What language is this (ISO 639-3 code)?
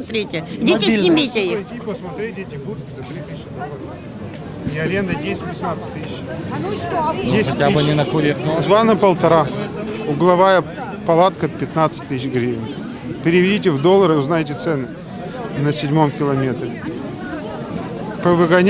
rus